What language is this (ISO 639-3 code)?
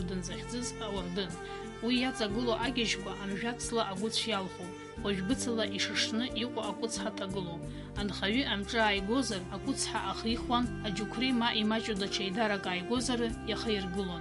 abk